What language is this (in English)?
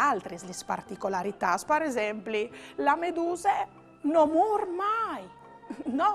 Friulian